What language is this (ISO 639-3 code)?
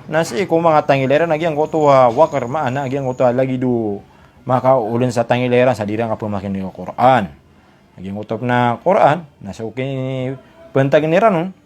mrw